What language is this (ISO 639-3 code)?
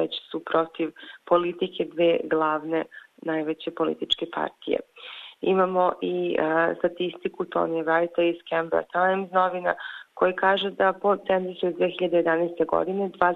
bos